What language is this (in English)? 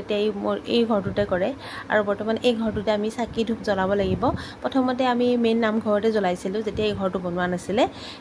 Assamese